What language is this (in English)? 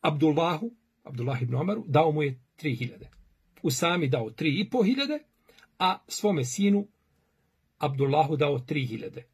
Bosnian